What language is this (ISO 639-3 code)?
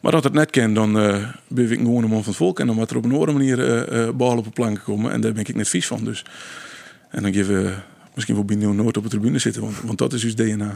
fry